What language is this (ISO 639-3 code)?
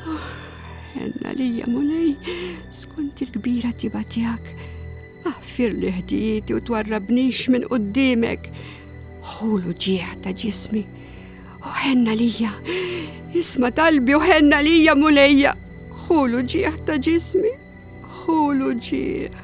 mlt